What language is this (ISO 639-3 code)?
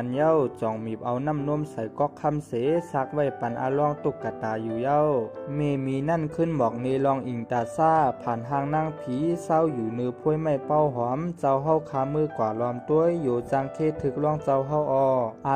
shn